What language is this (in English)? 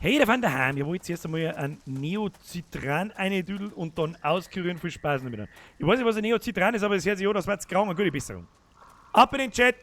Bavarian